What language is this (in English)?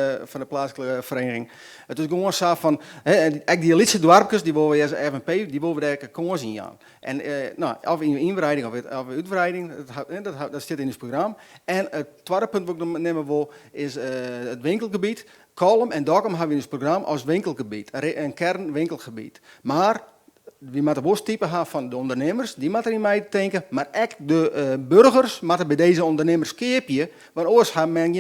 Western Frisian